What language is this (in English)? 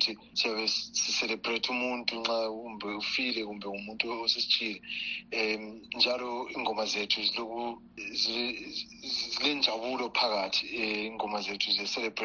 North Ndebele